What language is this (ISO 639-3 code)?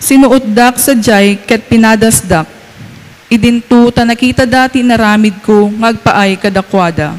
ilo